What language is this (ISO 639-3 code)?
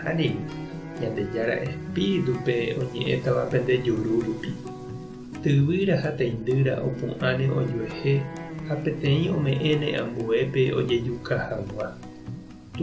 grn